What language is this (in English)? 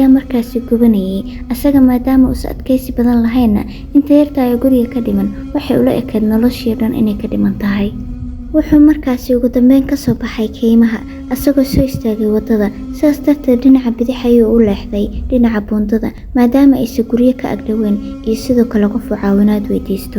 Somali